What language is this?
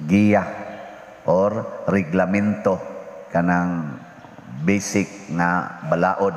Cebuano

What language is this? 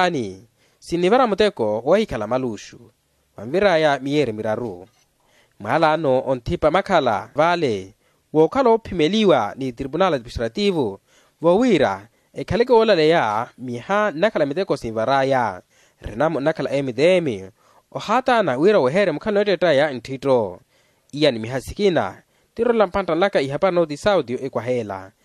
Makhuwa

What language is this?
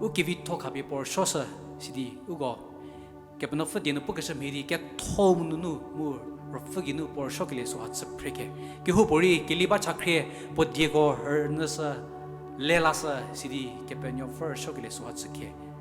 Angami Naga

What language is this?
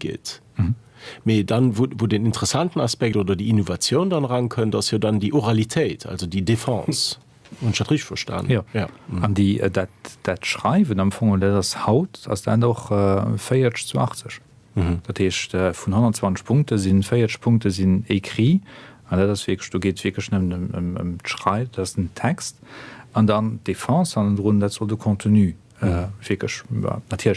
Luxembourgish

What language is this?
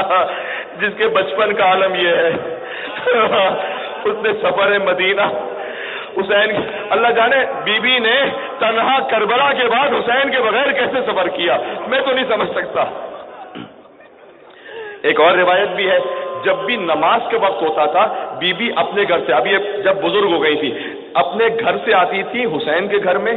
Urdu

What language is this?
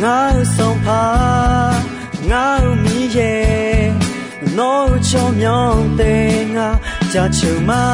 Akha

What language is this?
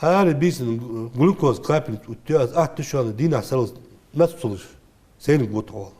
Ingush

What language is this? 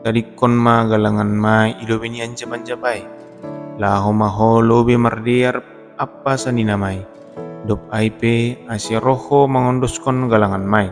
Batak Simalungun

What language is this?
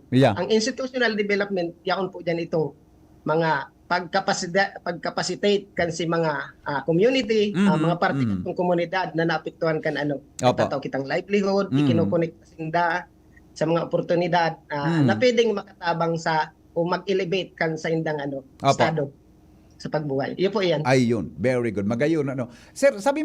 Bikol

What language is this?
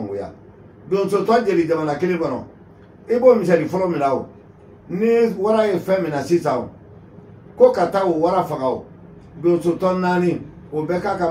Bambara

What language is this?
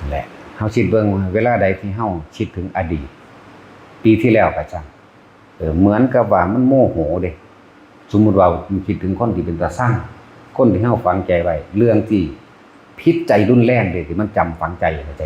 Lao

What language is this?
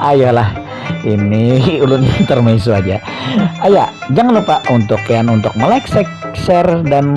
Banjar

